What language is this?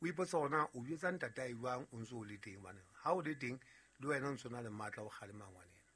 Southern Sotho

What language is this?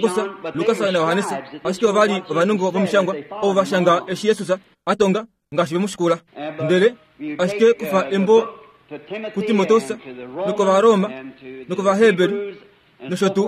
Kuanyama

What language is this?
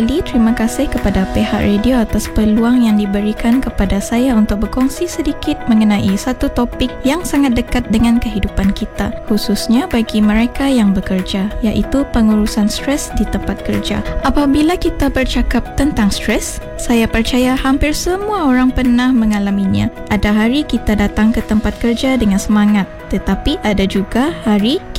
Malay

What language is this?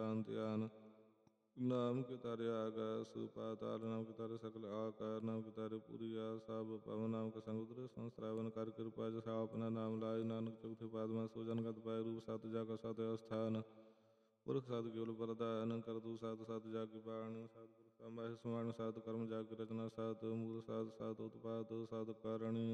Punjabi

